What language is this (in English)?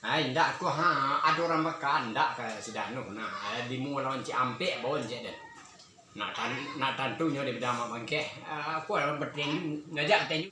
Minangkabau